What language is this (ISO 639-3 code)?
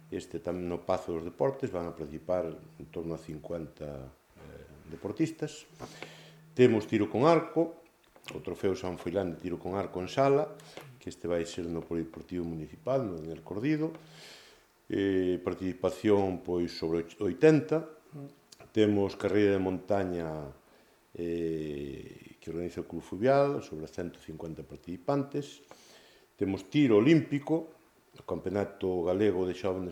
glg